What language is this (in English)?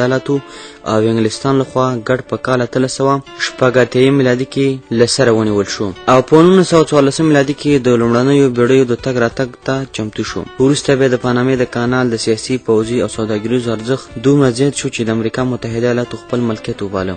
Pashto